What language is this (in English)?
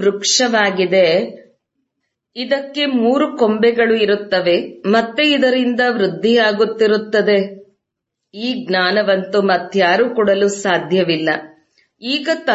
Kannada